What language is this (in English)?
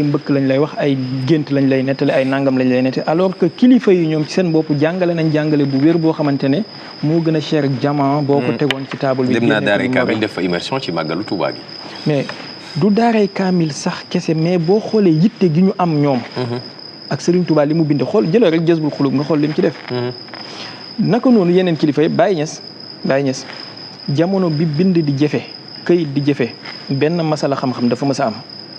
Wolof